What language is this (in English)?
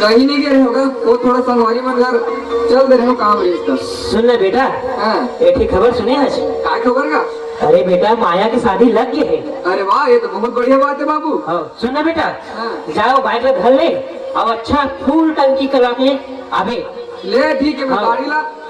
Chhattisgarhi